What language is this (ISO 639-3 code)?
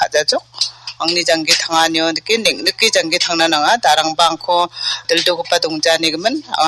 grt